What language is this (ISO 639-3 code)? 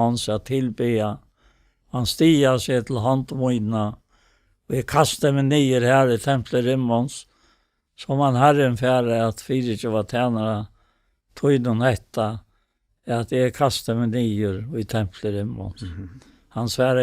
fao